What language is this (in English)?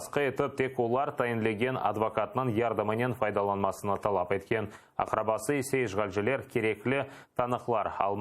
Crimean Tatar